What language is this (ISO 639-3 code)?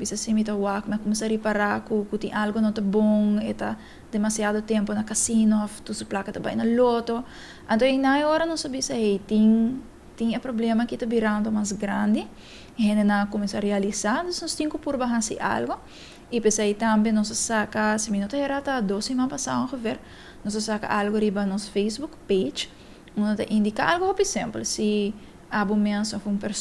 pap